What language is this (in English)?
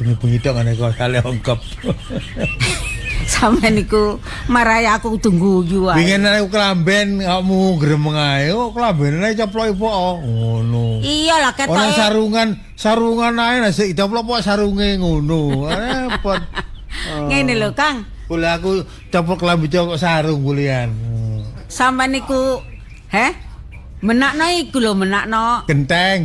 Javanese